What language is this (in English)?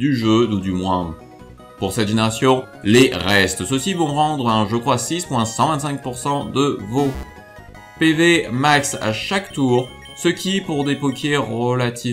French